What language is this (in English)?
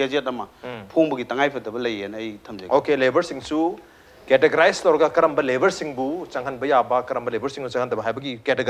Manipuri